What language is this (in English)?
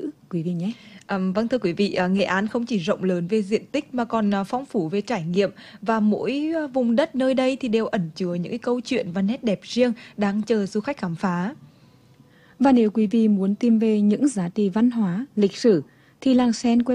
Vietnamese